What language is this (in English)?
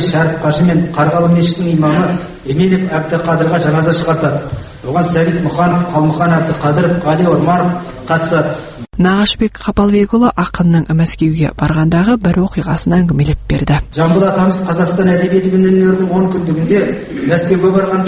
Kazakh